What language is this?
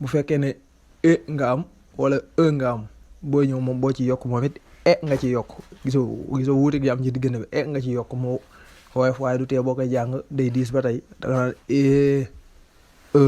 Wolof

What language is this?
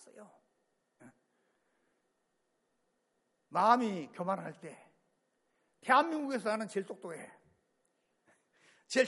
Korean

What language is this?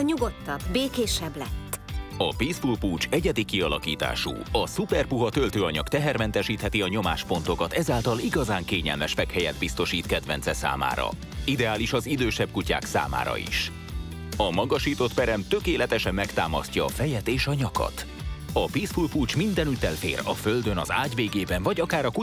Hungarian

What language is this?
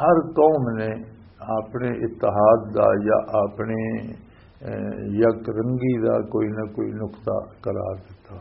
Western Panjabi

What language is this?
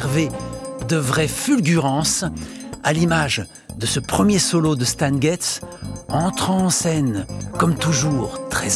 French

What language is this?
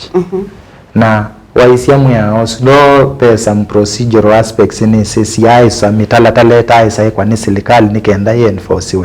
Kamba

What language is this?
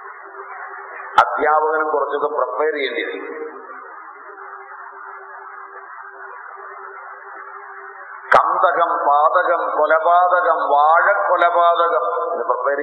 Malayalam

